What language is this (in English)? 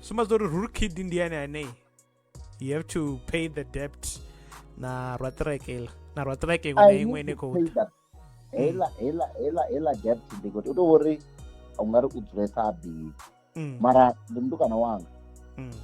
Venda